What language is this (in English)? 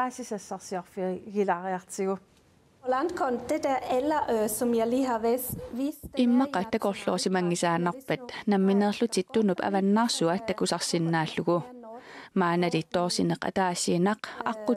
Kalaallisut